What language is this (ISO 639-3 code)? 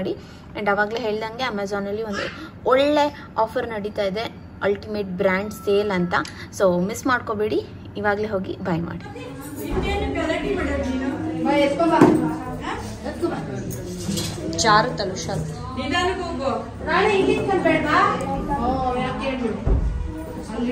kan